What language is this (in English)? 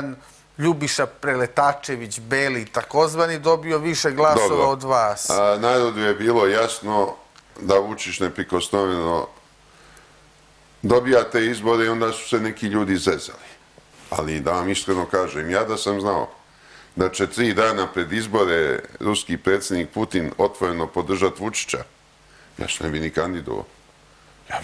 Serbian